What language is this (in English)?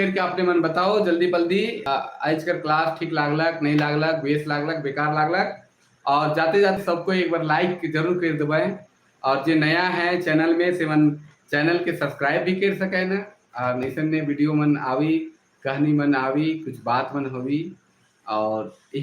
Sadri